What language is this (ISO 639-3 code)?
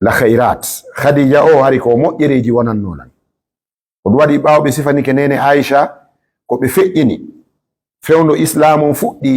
ful